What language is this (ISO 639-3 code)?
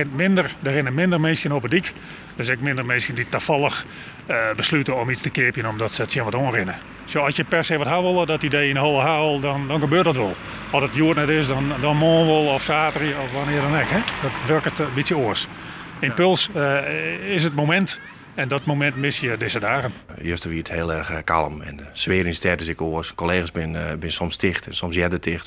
fry